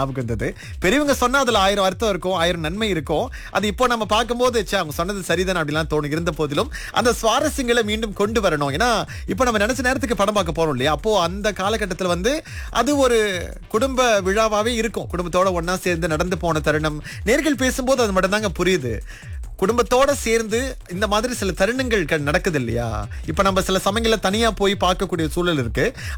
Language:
Tamil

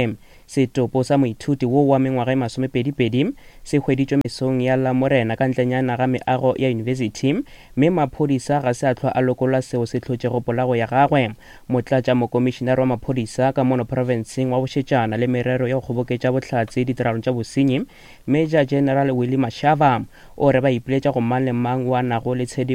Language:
Northern Sotho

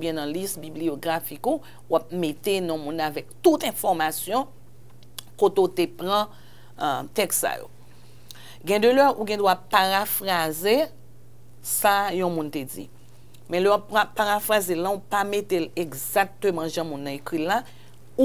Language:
Haitian Creole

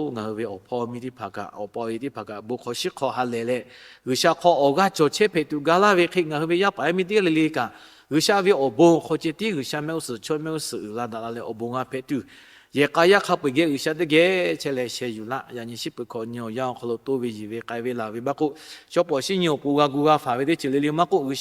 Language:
Lahu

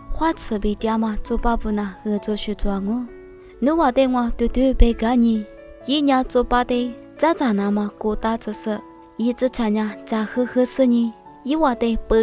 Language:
Lisu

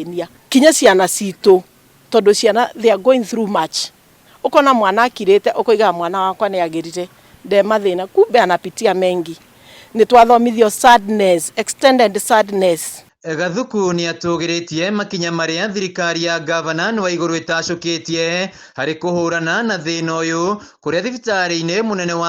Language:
Kikuyu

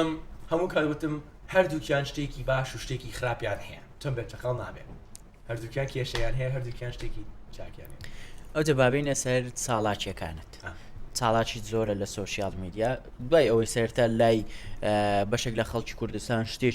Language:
Central Kurdish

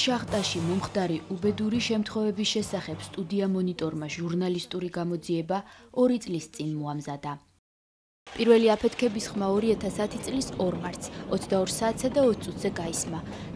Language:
Georgian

